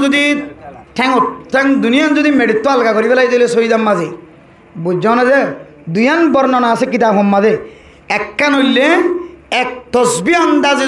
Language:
Rohingya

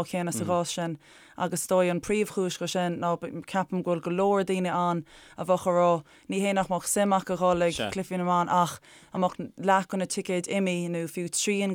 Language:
Irish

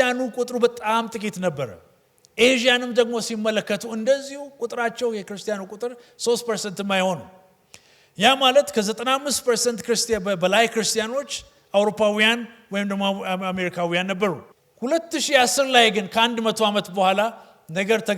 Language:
Amharic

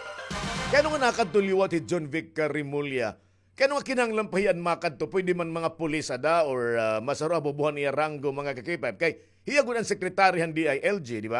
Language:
Waray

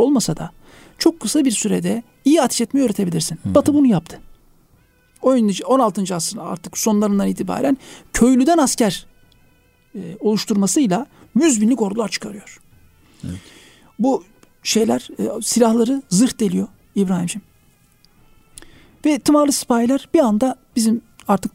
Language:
Turkish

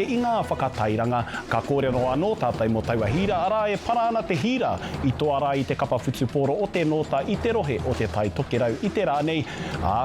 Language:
Māori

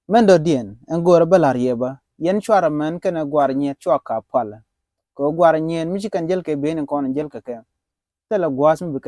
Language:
Nuer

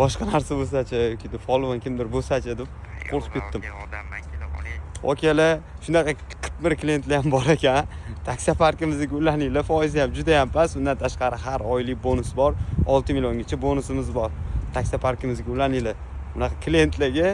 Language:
Uzbek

